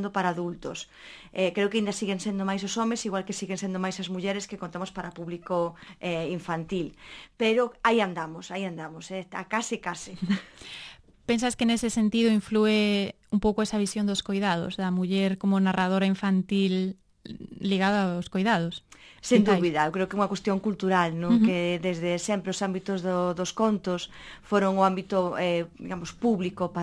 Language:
Galician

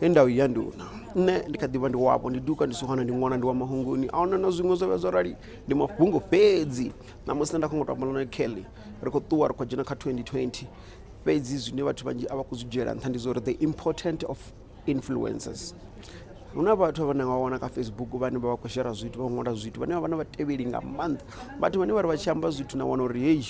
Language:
Venda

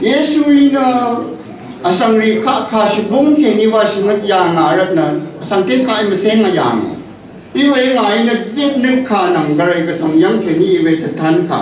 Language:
Rawang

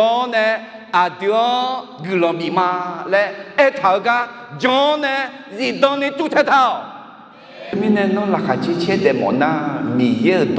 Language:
Akha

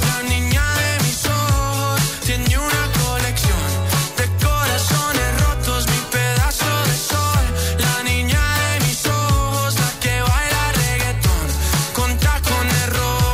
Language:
Spanish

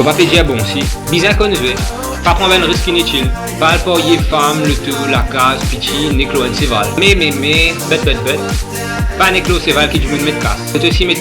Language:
Morisyen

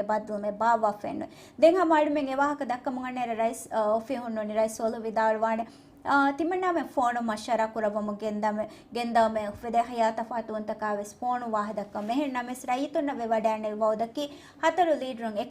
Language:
Divehi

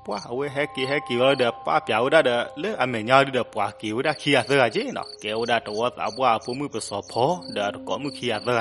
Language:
S'gaw Karen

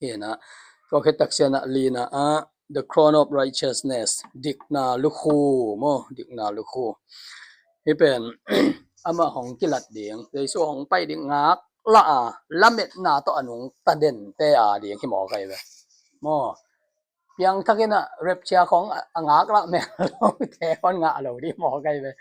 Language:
Tedim Chin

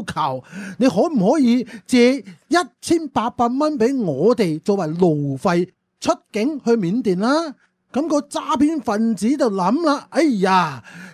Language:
Cantonese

